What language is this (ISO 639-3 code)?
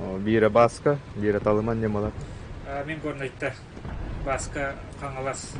sah